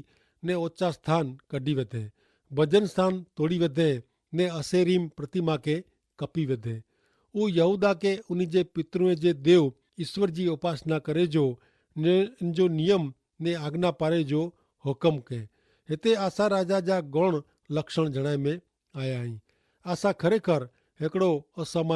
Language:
Kachhi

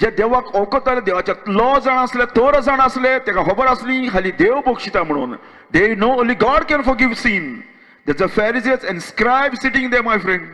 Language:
Konkani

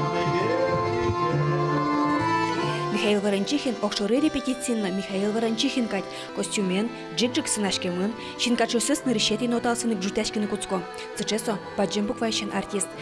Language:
Udmurt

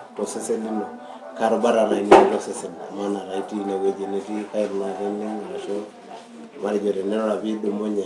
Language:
Masai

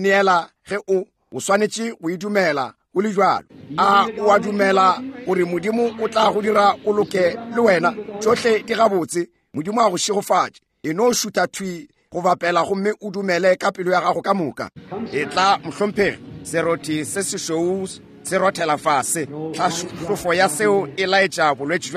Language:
Northern Sotho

